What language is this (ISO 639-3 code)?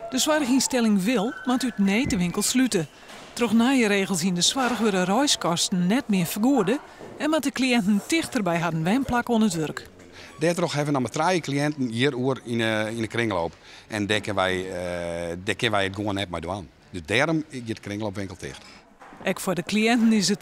fry